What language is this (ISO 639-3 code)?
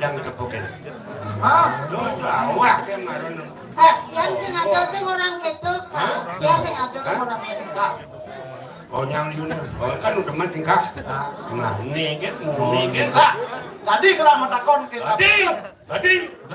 ban